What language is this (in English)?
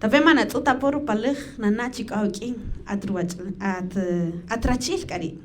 Kaqchikel